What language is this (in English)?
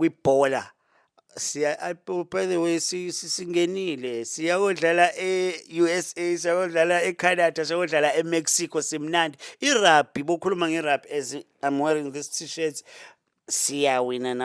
Zulu